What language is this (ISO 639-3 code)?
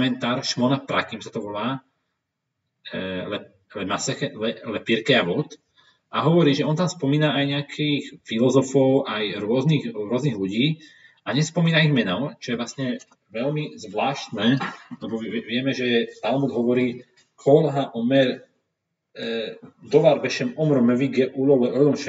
slk